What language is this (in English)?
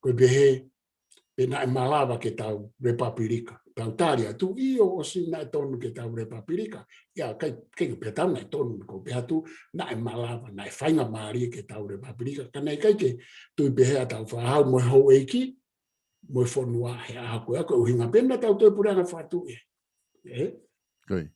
Tongan